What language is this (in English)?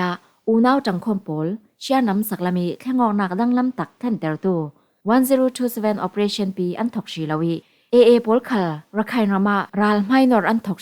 Falam Chin